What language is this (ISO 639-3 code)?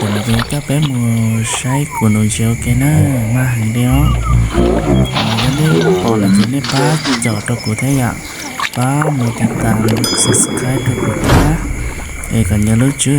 hmn